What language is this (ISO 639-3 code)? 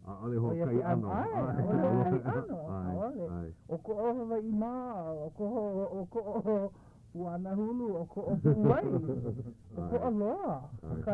haw